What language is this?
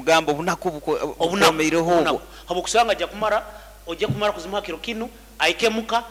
Nyoro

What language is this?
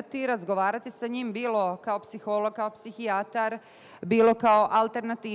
Bosnian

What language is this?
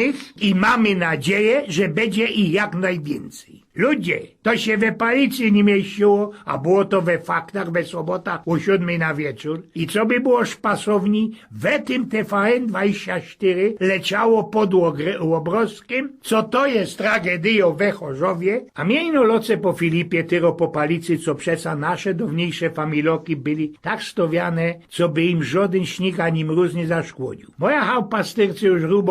Silesian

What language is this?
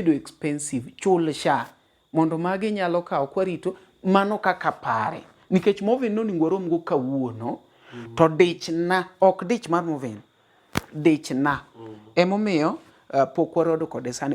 Luo (Kenya and Tanzania)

